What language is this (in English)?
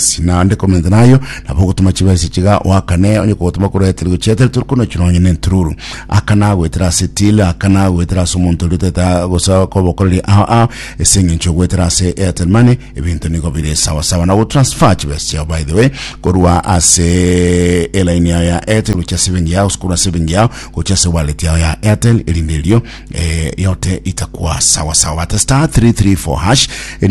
Gusii